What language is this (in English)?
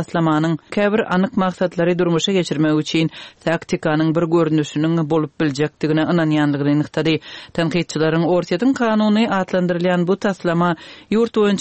Turkmen